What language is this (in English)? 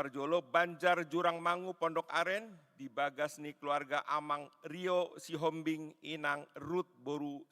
Batak Toba